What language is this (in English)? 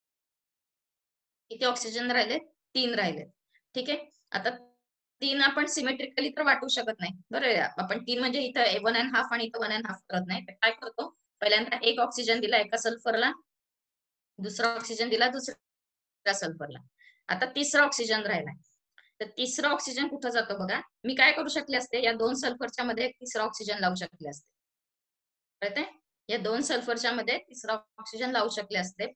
Marathi